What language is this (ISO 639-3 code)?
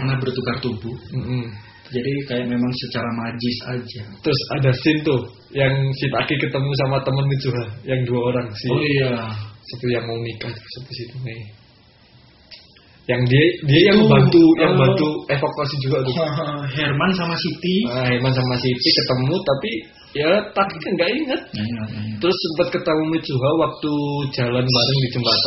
ind